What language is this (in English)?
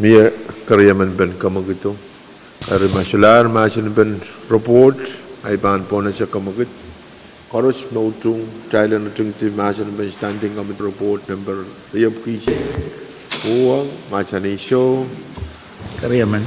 Pohnpeian